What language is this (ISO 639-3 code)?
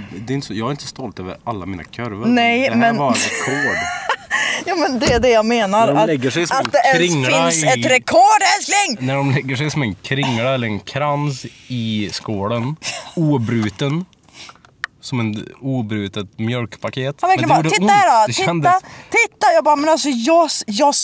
swe